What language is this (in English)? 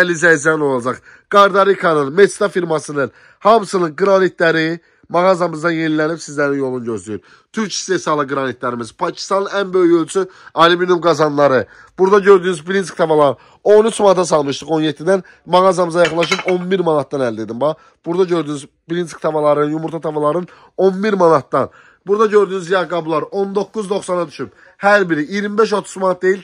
Azerbaijani